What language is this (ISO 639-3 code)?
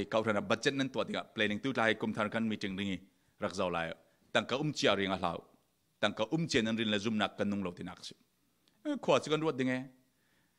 cfm